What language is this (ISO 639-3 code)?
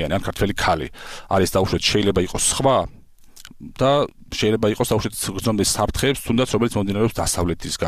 kat